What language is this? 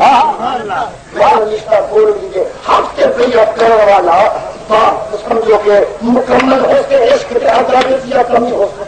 Saraiki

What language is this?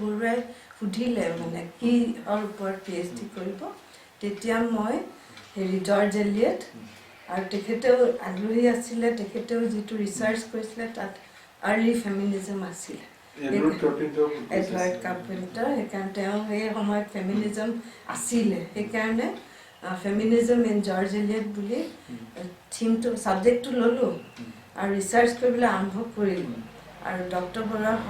Assamese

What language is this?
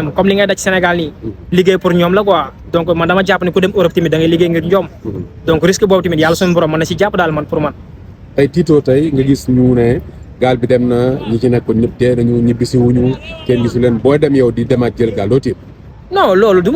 Wolof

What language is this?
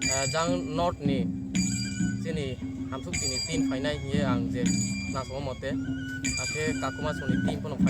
Riang (India)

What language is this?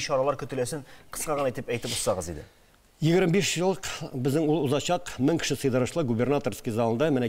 Tatar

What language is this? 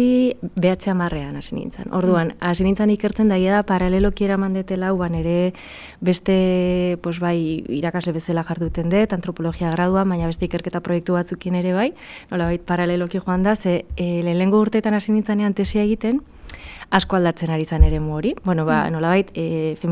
Basque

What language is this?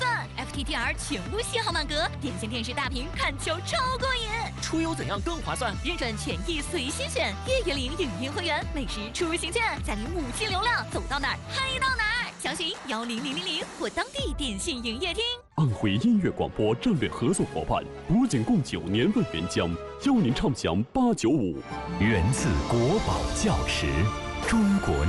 Chinese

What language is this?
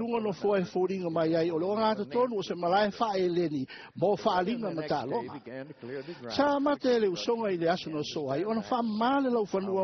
Samoan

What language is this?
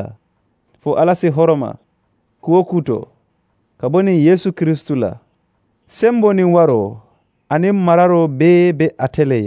Mandingo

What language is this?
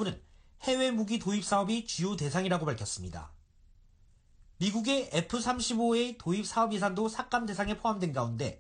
Korean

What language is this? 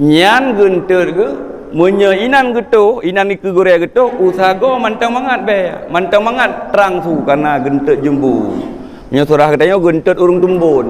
Achinese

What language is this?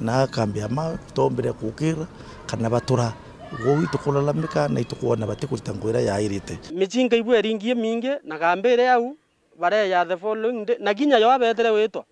Meru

